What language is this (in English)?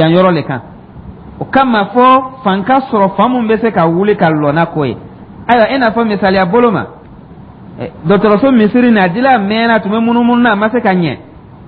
Dyula